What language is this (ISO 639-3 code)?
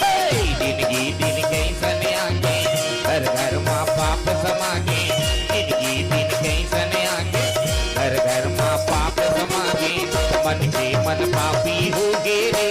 hne